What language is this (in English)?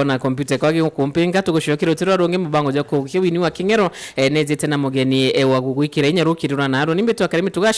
Meru